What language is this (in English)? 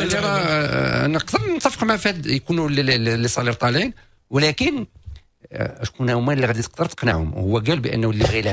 Moroccan Arabic